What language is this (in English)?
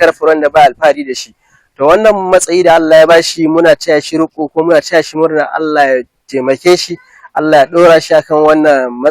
Hausa